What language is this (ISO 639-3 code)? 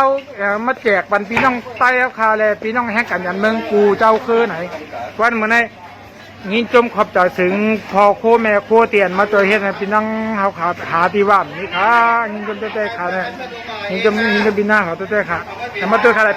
shn